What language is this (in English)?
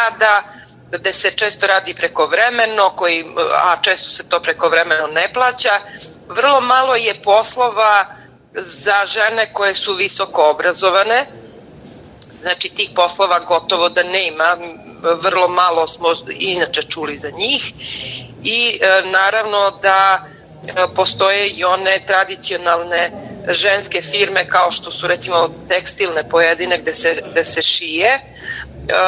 Serbian